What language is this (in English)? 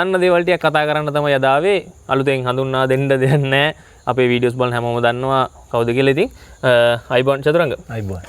Sinhala